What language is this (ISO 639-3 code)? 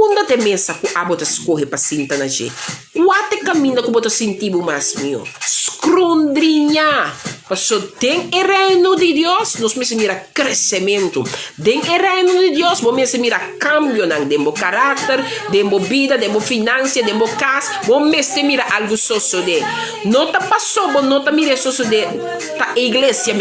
pap